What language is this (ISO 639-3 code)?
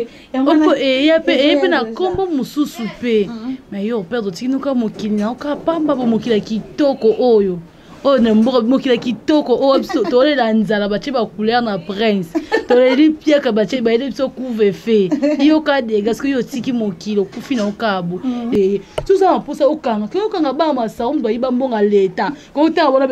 lin